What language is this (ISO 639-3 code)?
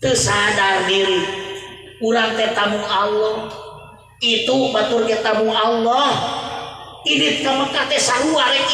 sun